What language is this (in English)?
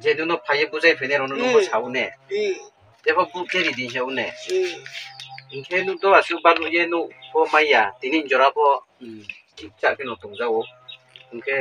Kok Borok